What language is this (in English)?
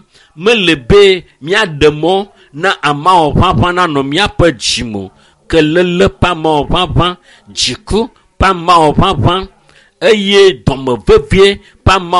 Ewe